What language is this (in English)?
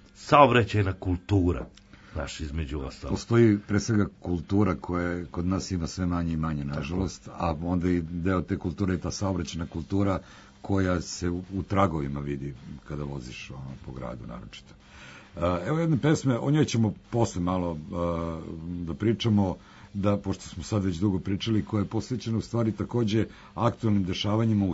Serbian